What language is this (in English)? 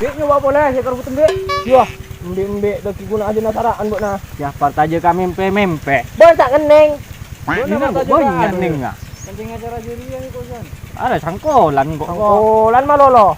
Madurese